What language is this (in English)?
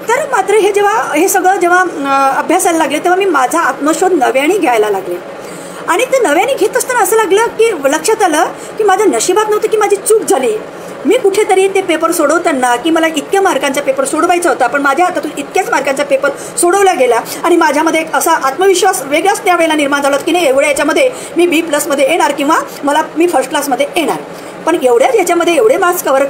Marathi